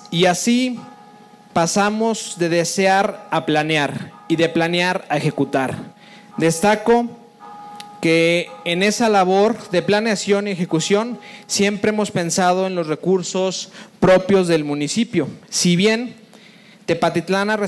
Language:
Spanish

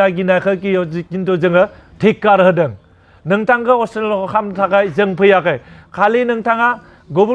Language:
Bodo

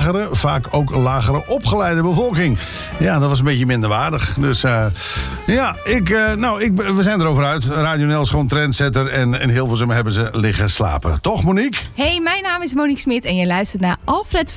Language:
Dutch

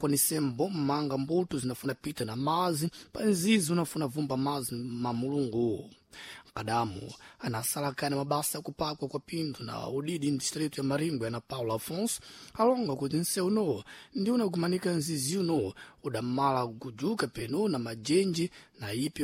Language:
Sena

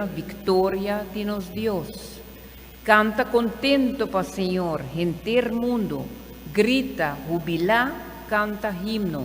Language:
Papiamento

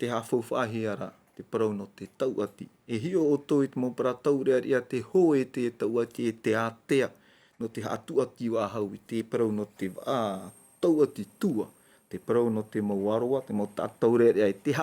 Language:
Tahitian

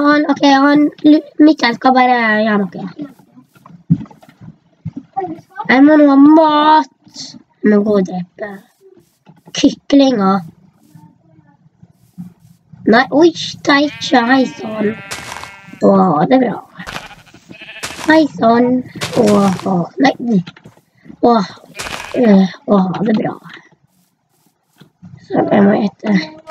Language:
Norwegian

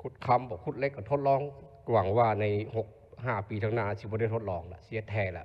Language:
Lao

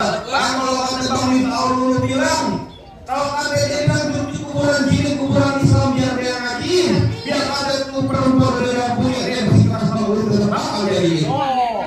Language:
Betawi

